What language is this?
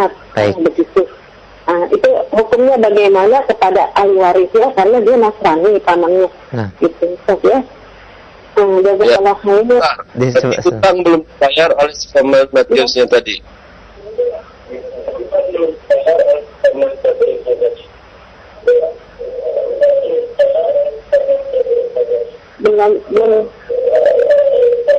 Indonesian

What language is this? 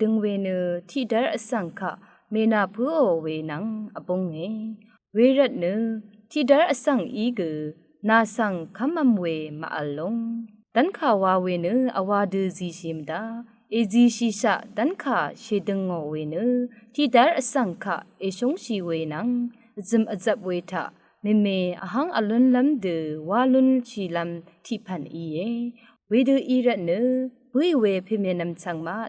Rawang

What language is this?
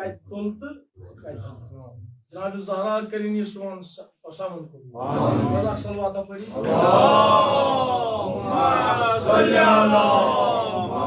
Kashmiri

